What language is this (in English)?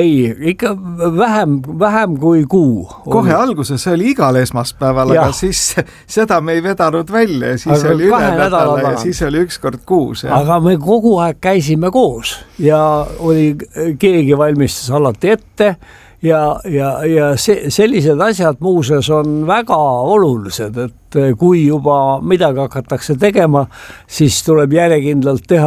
Estonian